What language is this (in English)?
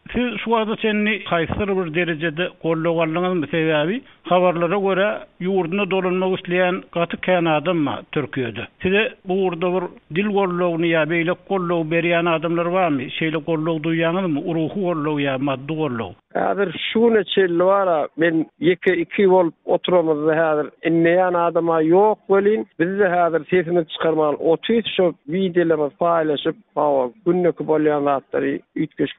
Turkmen